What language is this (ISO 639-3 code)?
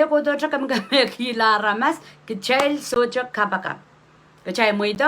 pon